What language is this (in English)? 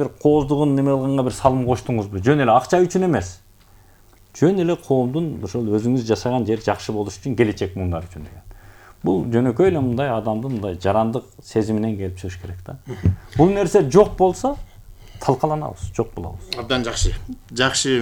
Kyrgyz